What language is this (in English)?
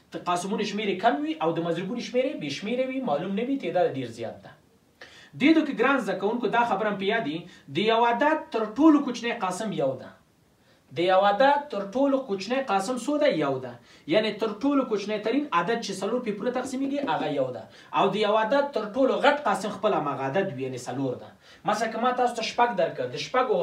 Pashto